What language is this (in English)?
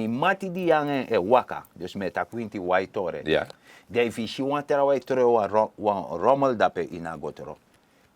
Sranan Tongo